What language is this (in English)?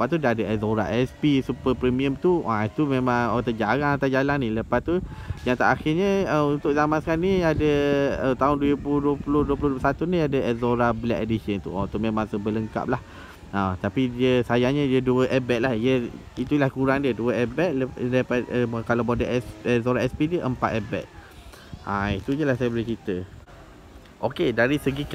Malay